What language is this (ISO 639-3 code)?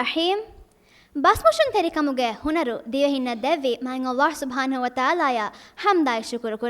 div